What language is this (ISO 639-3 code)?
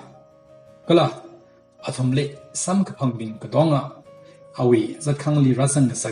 nmf